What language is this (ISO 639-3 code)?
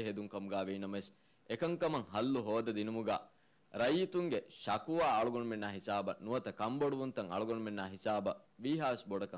div